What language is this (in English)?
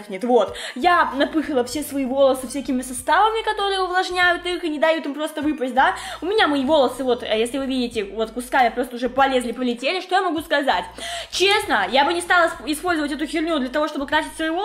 Russian